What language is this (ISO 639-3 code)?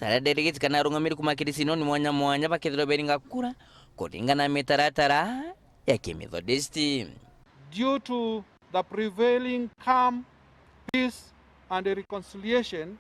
mer